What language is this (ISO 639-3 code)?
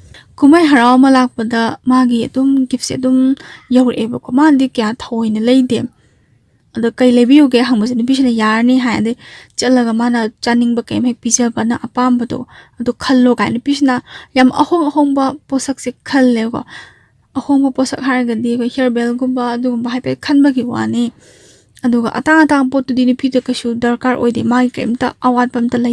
mni